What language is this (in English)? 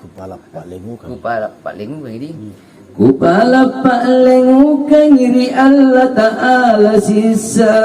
Makasar